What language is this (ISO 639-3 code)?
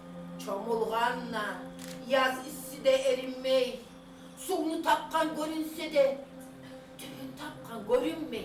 kum